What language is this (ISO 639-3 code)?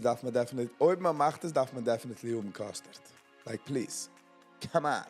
yid